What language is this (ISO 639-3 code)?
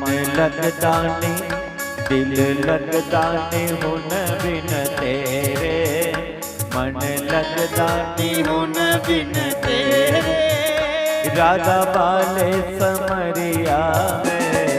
doi